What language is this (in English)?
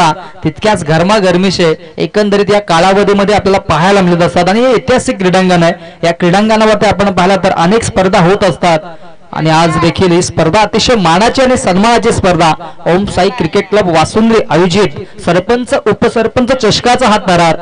Marathi